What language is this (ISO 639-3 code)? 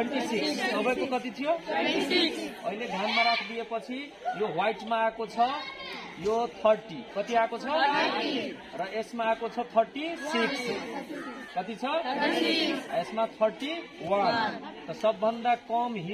nep